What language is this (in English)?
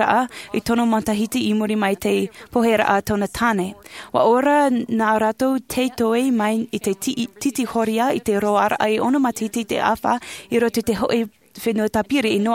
Tahitian